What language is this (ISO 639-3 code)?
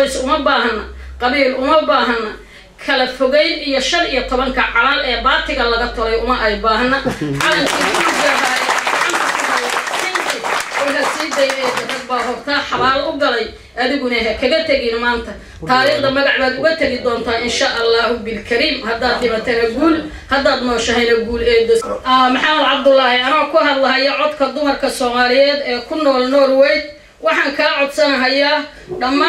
som